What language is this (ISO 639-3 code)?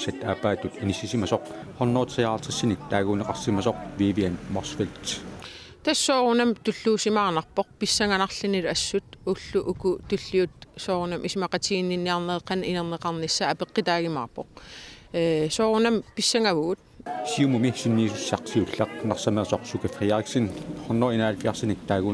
kal